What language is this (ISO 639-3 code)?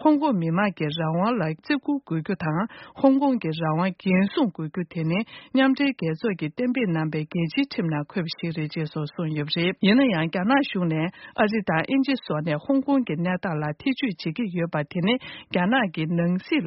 bod